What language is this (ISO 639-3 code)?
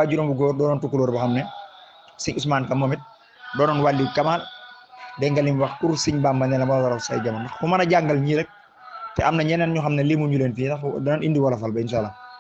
wol